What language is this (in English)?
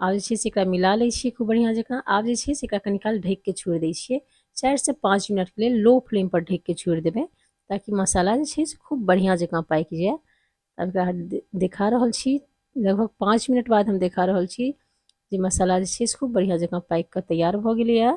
Maithili